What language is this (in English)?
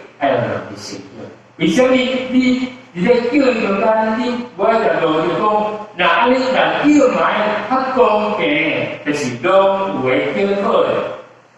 Min Nan Chinese